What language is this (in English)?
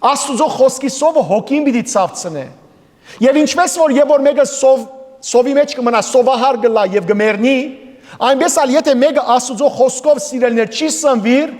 Western Armenian